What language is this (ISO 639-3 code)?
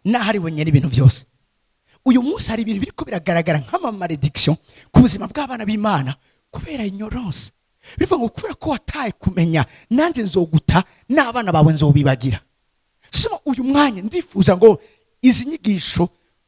run